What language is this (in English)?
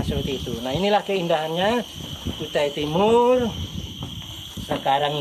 Indonesian